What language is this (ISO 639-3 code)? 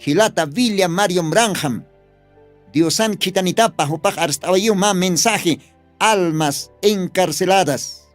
aym